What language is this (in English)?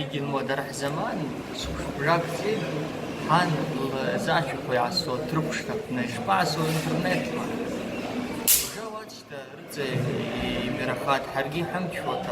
Abkhazian